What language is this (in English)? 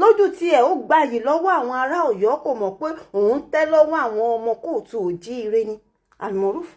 Yoruba